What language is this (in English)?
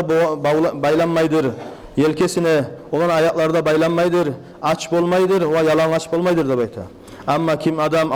Kumyk